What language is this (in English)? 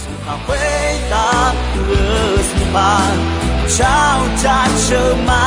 Akha